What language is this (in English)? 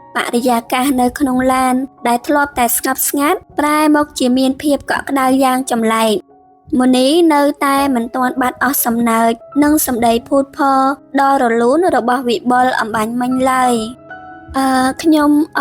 Khmer